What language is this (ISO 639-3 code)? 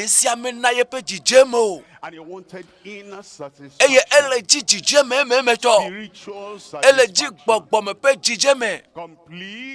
ewe